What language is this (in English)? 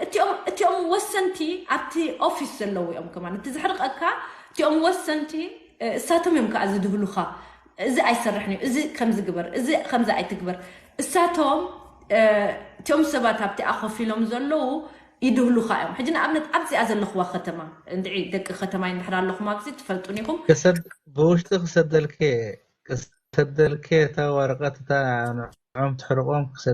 Tigrinya